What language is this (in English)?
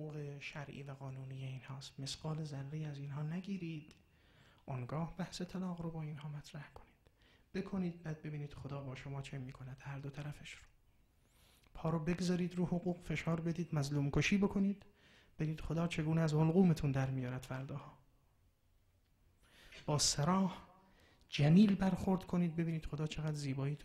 Persian